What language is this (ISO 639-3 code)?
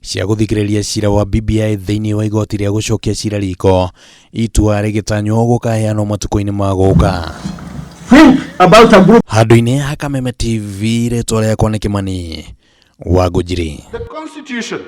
kik